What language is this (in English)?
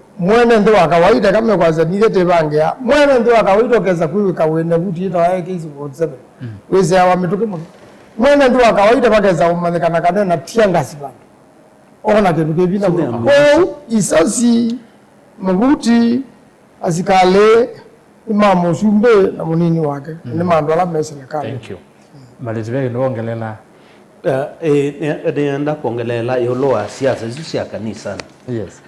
Kamba